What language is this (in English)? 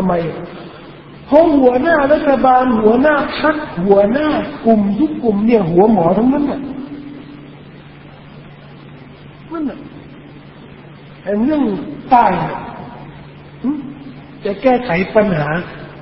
Thai